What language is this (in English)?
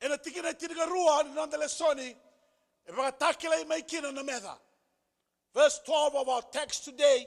Fijian